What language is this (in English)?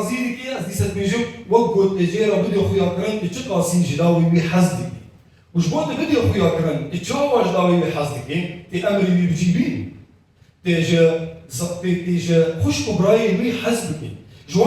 Kurdish